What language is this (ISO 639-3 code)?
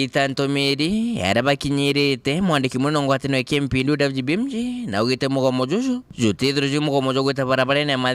mer